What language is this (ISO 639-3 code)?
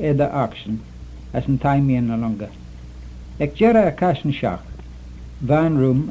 glv